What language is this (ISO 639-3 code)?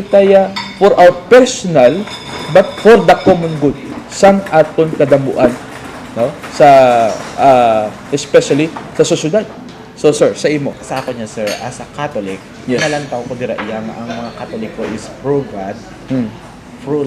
hil